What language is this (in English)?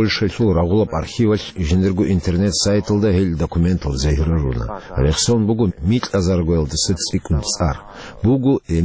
Avaric